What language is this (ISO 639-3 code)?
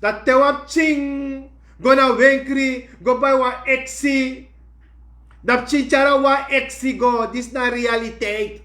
srn